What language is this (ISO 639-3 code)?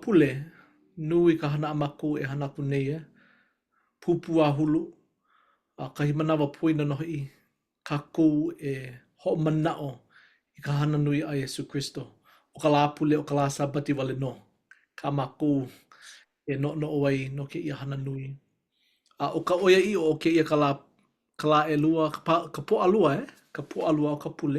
haw